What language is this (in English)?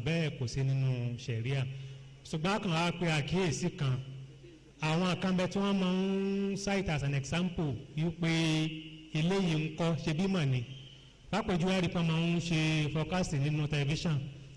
Yoruba